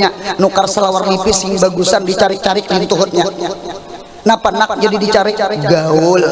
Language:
Banjar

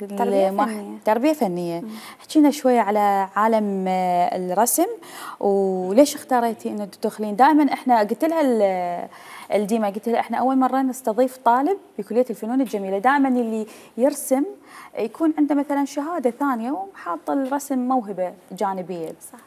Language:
Mesopotamian Arabic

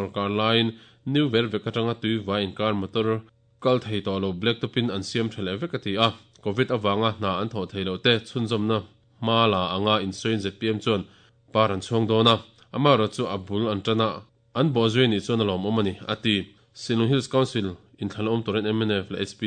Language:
Mizo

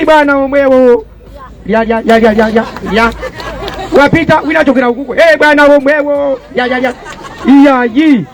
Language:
Nyanja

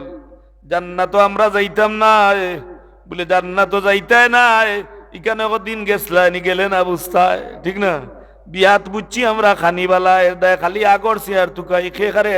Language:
Sylheti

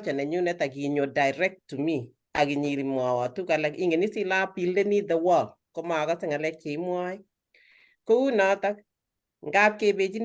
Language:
Kalenjin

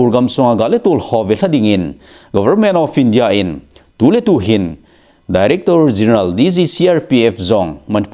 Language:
Thado Chin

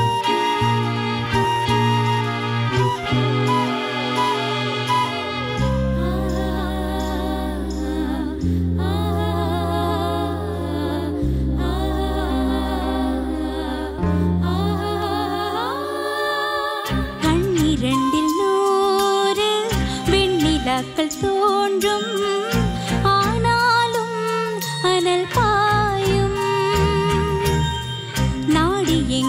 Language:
Tamil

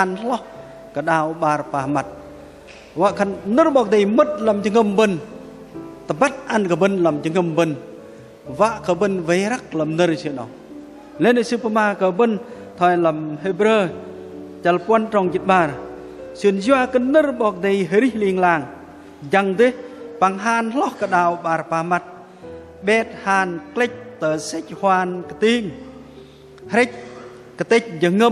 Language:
Bahnar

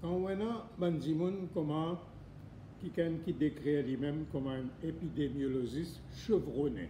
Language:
Morisyen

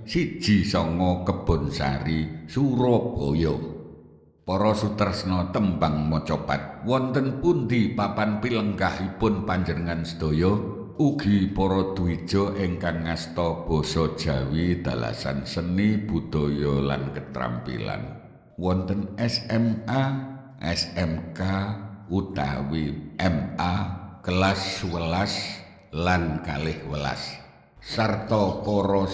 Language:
Javanese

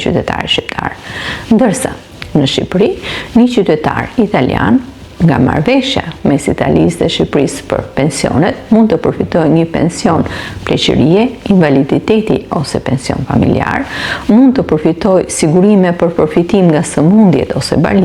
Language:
Albanian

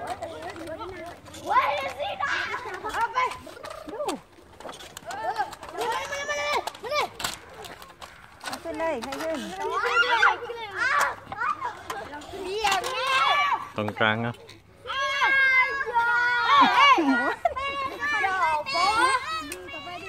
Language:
Thai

